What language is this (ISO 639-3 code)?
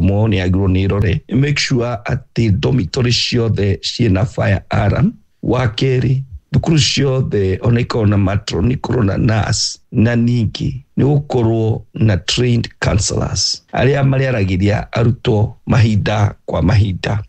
kik